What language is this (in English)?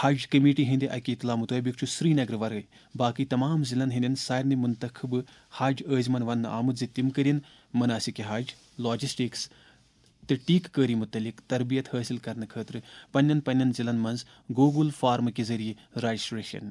Kashmiri